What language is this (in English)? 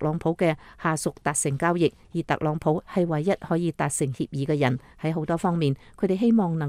Cantonese